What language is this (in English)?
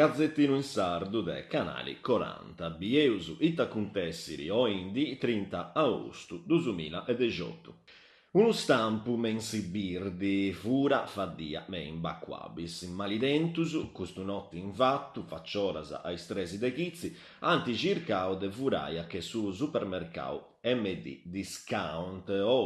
Sardinian